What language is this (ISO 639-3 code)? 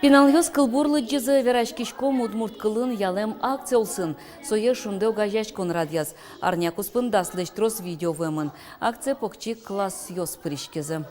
udm